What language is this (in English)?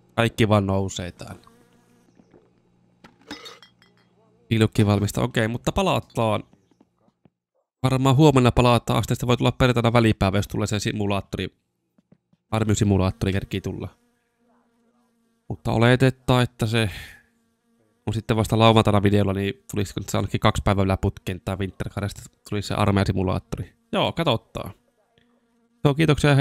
Finnish